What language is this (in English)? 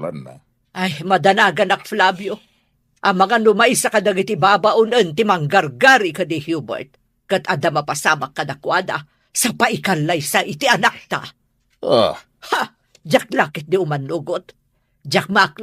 Iloko